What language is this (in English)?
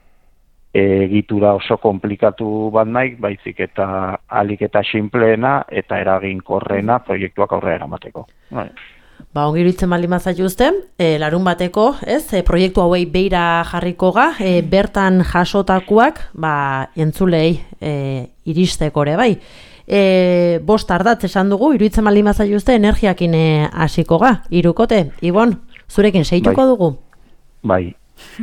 Basque